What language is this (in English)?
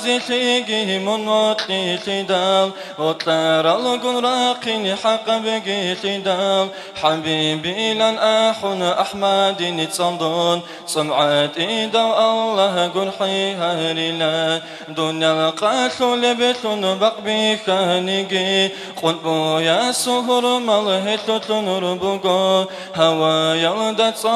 Avaric